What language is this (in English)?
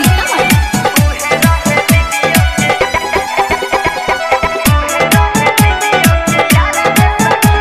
Bhojpuri